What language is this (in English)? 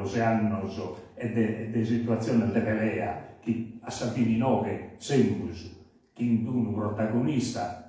Sardinian